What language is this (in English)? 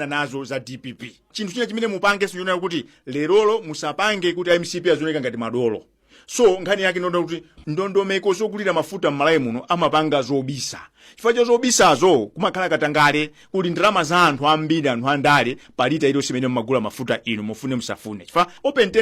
Nyanja